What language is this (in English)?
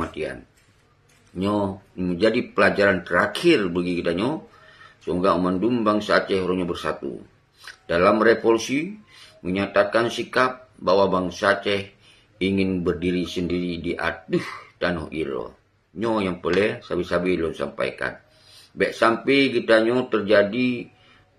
Achinese